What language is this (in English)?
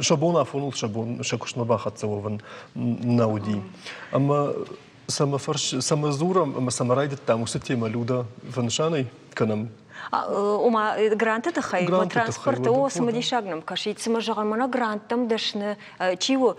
Ossetic